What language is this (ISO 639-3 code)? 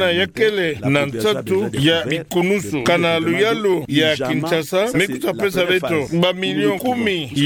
ktu